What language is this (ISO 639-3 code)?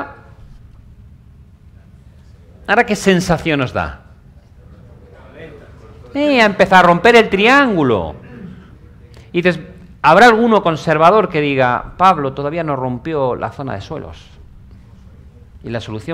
spa